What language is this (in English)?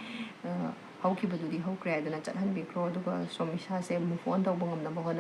Manipuri